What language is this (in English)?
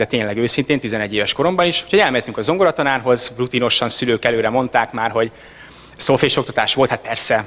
Hungarian